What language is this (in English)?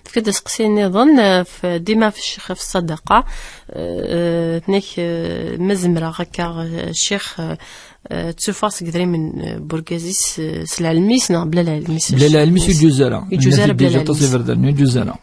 Kabyle